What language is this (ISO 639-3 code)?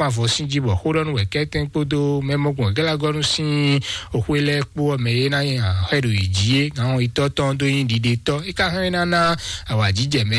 fon